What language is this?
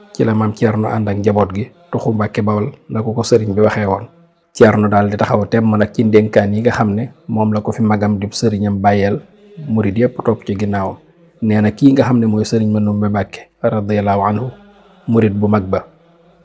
Wolof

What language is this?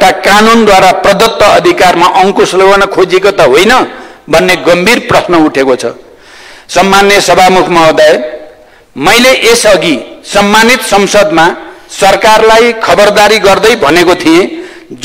Nepali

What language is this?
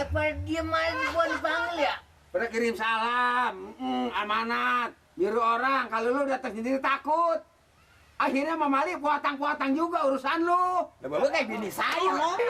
Betawi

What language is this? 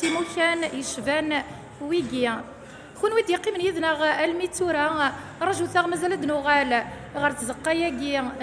Kabyle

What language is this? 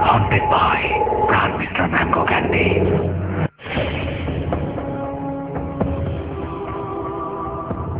Bangla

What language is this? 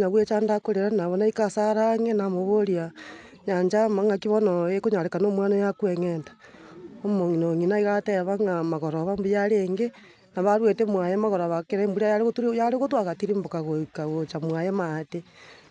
Gusii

